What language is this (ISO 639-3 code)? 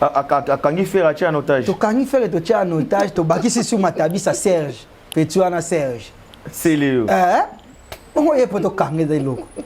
lin